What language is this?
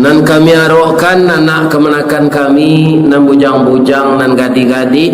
Minangkabau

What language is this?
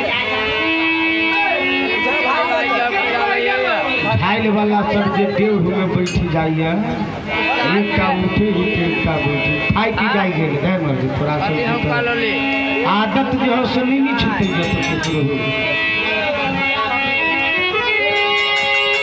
Maithili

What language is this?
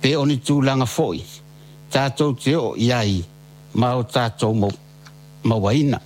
Samoan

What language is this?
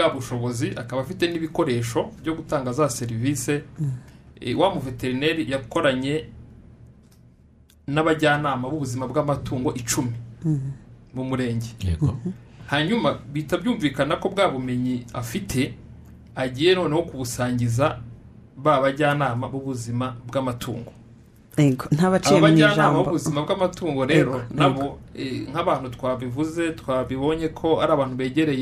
Kinyarwanda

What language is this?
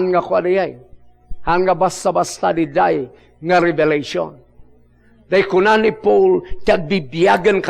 Iloko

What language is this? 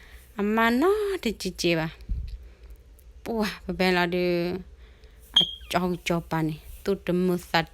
S'gaw Karen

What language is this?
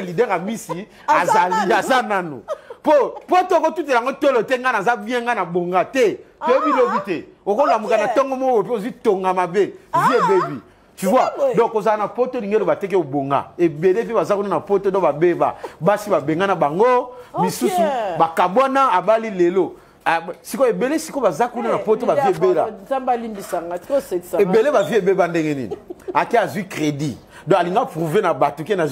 Lingala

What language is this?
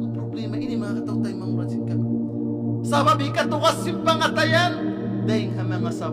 Tausug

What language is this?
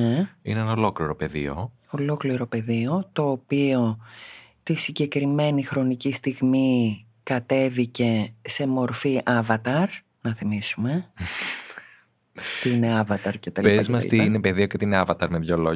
Greek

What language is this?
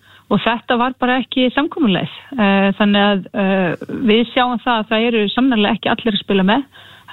Icelandic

